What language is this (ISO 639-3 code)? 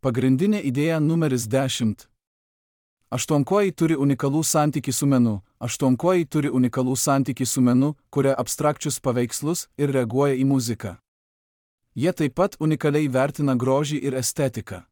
lit